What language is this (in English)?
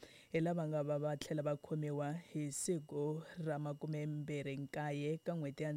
Tsonga